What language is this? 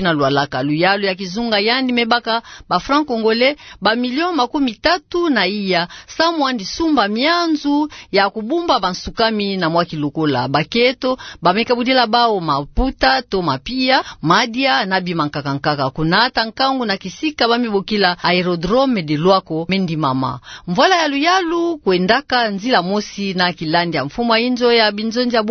Kituba (Democratic Republic of Congo)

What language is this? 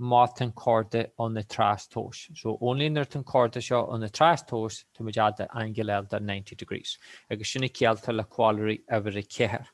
Irish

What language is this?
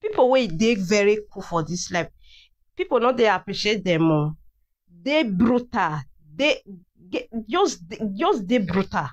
Nigerian Pidgin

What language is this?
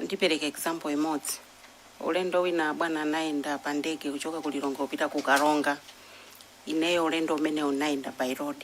Nyanja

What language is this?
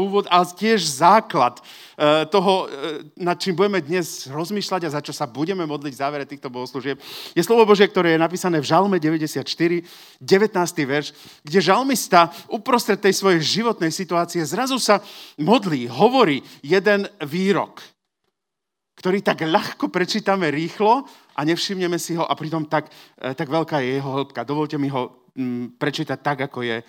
Slovak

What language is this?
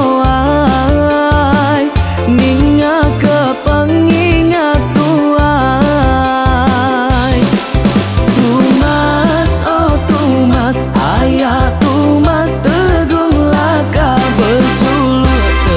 Iban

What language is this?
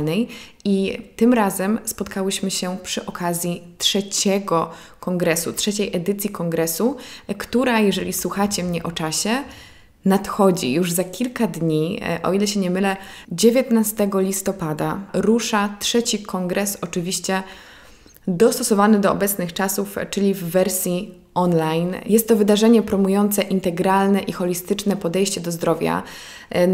Polish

